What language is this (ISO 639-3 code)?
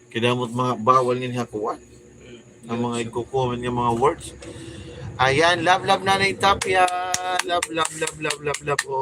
war